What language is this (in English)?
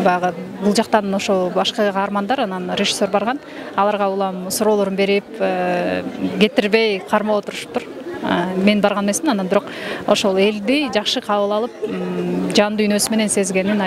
Kyrgyz